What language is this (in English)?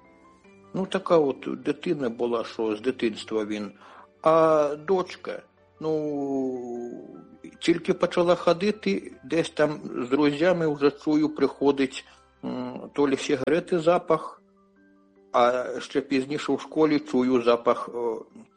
Ukrainian